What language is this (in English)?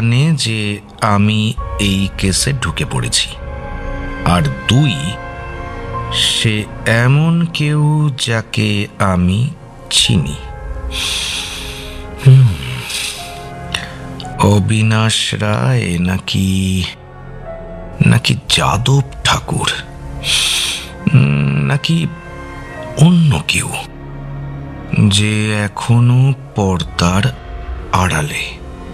Bangla